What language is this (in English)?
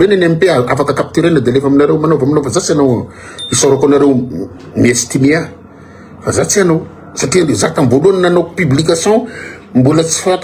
Malagasy